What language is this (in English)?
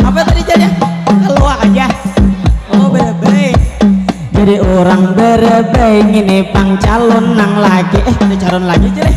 Banjar